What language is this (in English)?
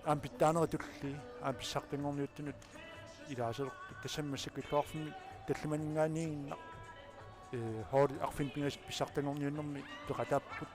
Kalaallisut